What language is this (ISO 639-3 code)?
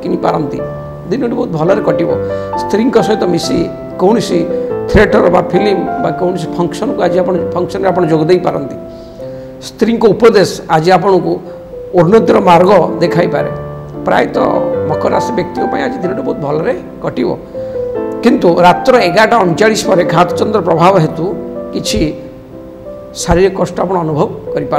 ori